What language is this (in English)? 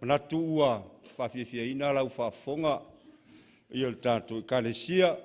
Samoan